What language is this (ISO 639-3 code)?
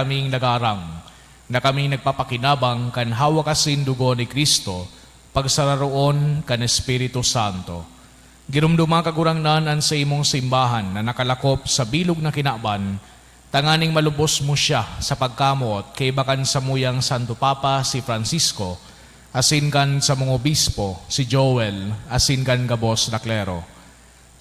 bik